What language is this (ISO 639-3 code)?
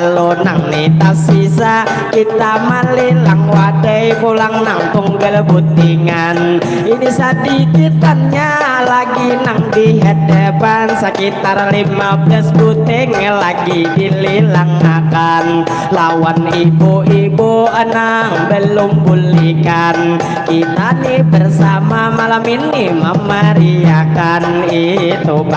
bjn